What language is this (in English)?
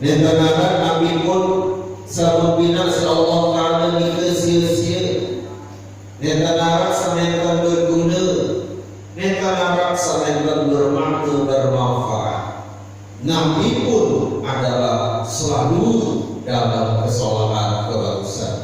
Sasak